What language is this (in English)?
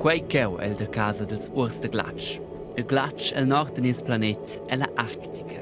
Romansh